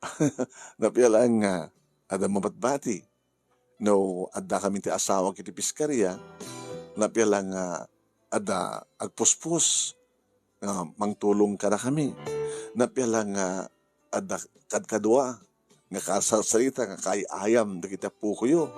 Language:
Iloko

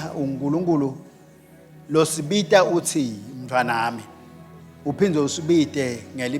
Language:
Swati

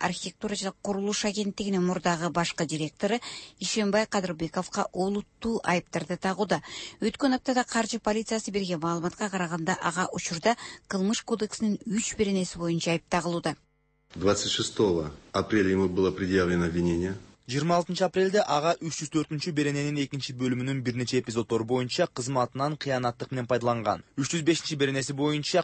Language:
Kyrgyz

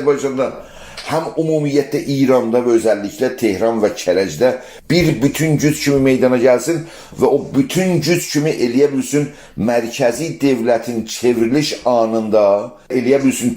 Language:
South Azerbaijani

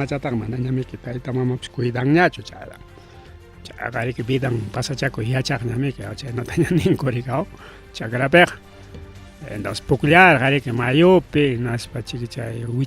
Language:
Ayacucho Quechua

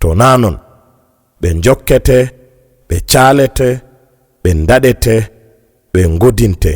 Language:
Fula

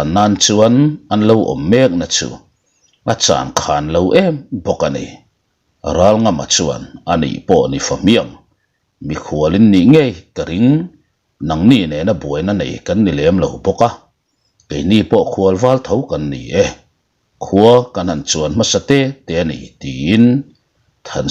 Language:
Mizo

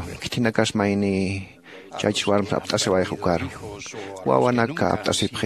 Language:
Aymara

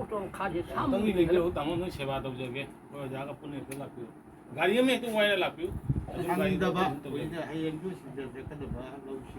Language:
Manipuri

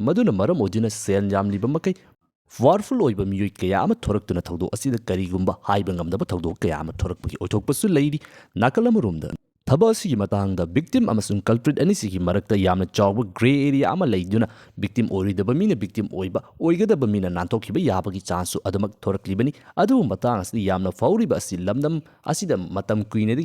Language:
Manipuri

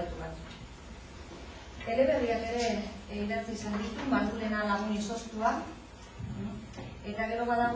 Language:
Basque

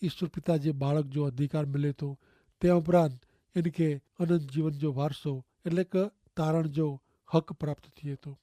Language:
Kachhi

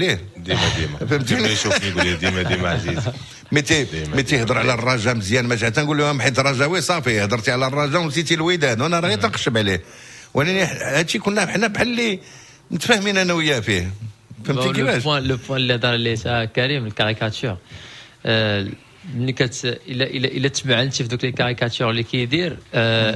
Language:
Moroccan Arabic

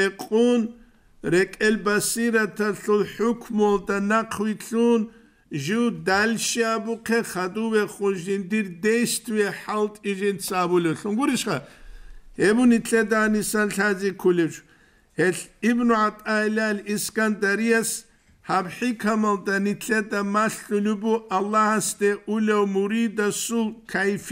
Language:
Avaric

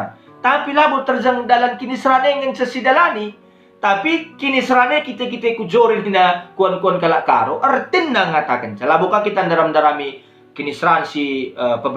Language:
Batak Karo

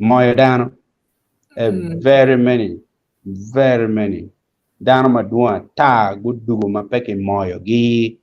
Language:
Acoli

